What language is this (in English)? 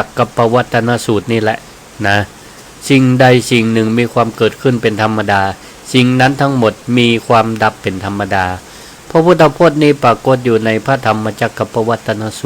Northern Thai